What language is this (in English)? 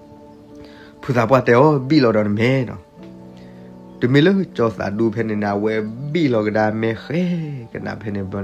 S'gaw Karen